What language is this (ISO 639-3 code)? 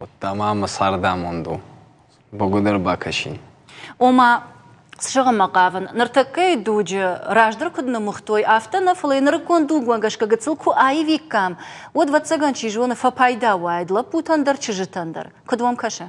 oss